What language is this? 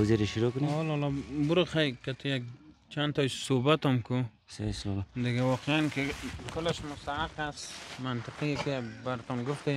Persian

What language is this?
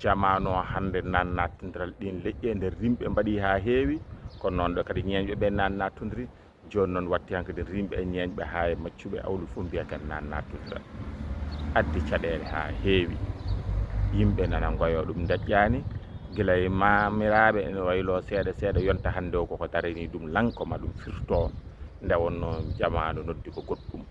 Fula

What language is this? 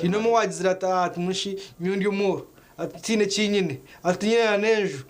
Nyankole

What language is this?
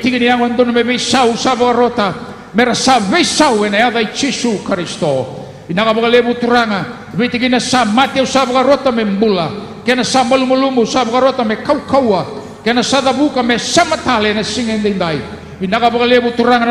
Fijian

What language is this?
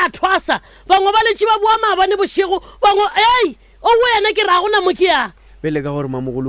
Northern Sotho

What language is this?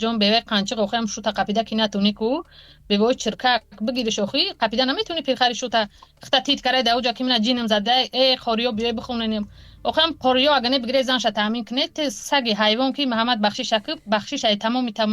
Tajik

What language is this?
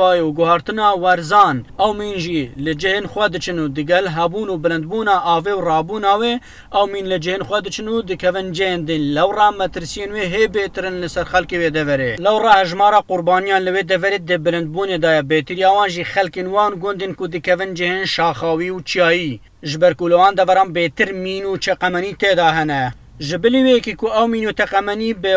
Kurdish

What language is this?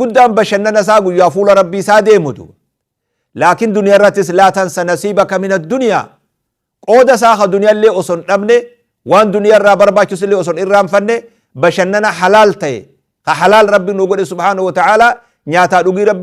Oromo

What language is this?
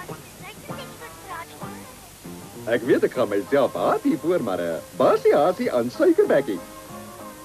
Afrikaans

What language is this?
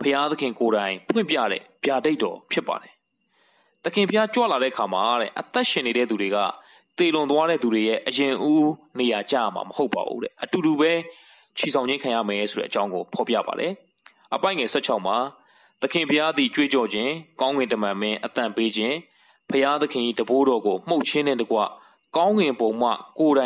Burmese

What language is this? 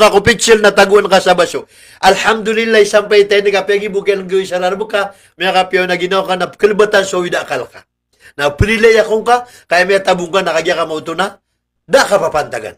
Maranao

